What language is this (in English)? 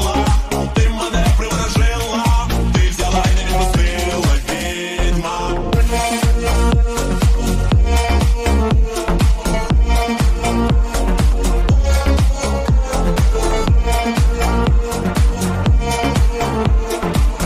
Ukrainian